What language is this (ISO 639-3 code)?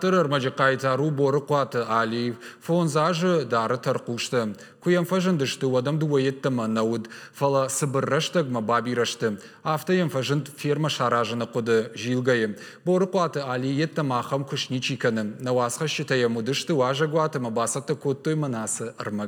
oss